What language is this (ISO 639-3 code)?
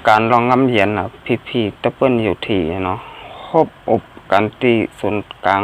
shn